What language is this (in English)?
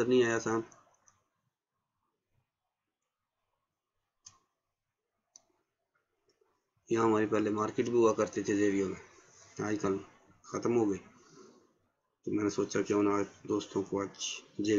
Urdu